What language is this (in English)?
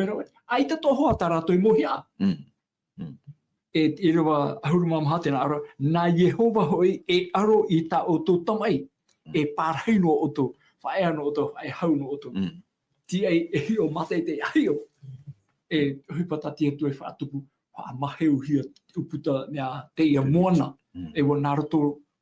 Tahitian